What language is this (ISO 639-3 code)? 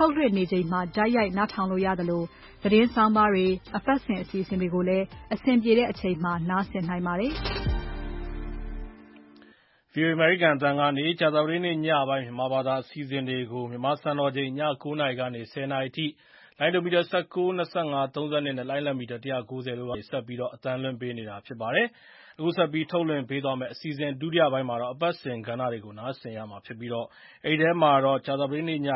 mya